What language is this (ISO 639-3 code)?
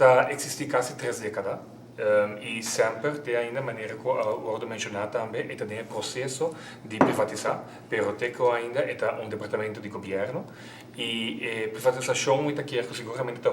pap